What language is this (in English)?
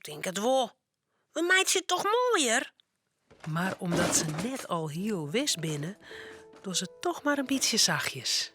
Western Frisian